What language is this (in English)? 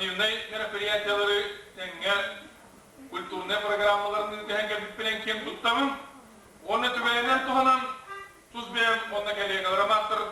Yakut